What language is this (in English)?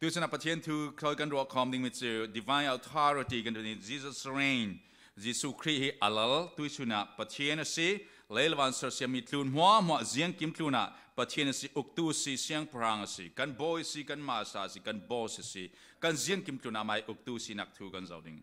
Falam Chin